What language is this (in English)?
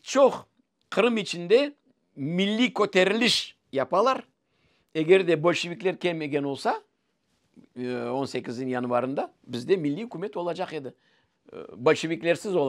Crimean Tatar